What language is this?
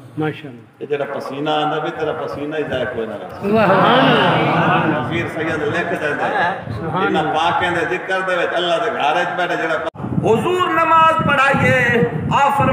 Saraiki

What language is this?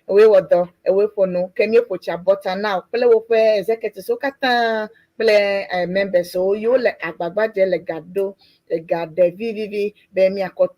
Ewe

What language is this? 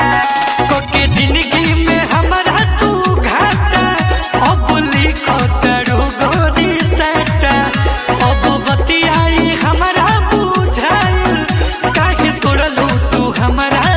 Bhojpuri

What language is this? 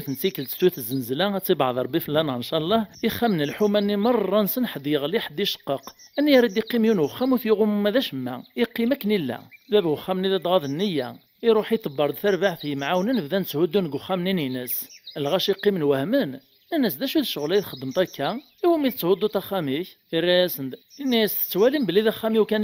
Kabyle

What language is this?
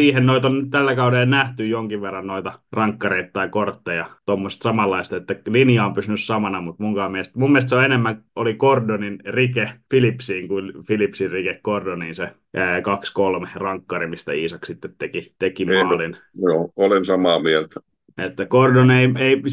Finnish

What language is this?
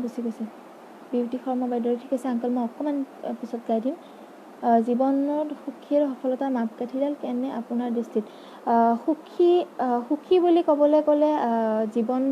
Assamese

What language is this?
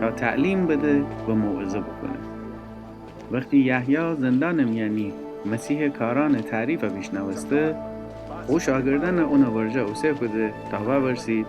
Gilaki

